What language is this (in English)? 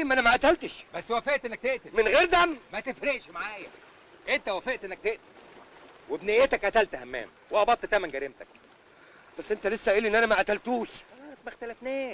Egyptian Arabic